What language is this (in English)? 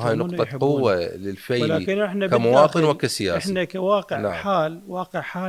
Mesopotamian Arabic